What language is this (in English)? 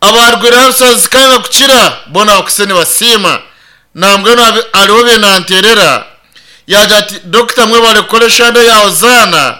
Nyankole